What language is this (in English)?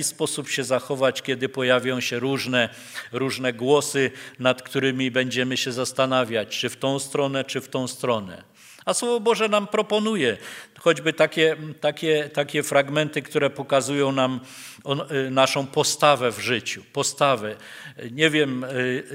Polish